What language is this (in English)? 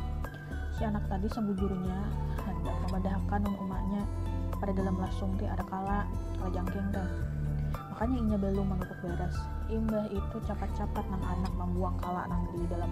Banjar